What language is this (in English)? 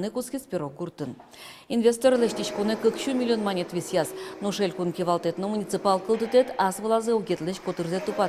Udmurt